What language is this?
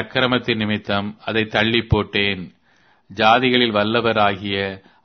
Tamil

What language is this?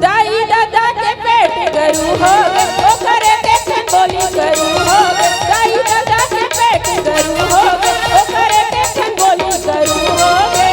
Chhattisgarhi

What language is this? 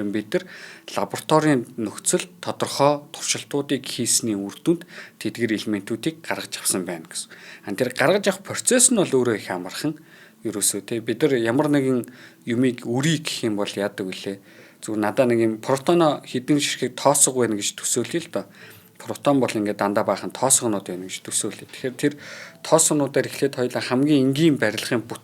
Mongolian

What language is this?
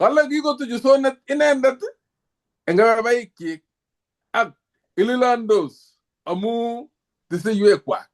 Kalenjin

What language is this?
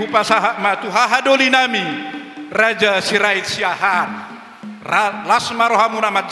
Batak Toba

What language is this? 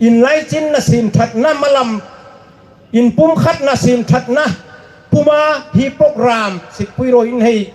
Hmar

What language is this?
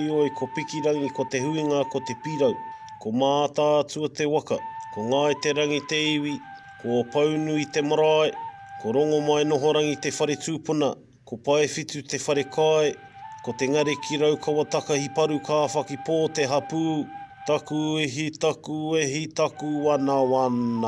Māori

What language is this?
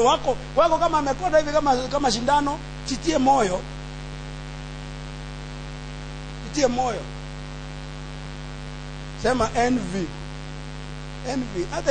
Swahili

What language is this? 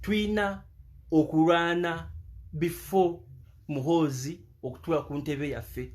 Ganda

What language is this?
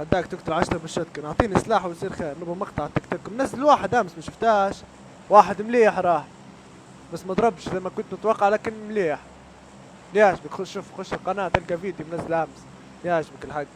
Libyan Arabic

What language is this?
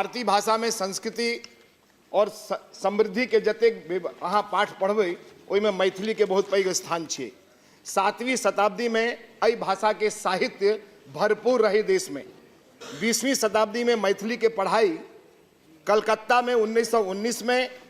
Maithili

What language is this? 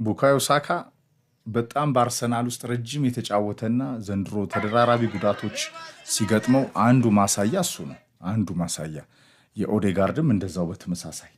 Amharic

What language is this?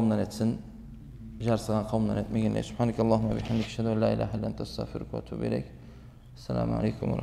Karachay-Balkar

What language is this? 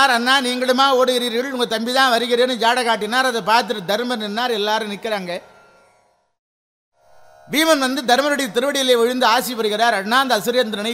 Tamil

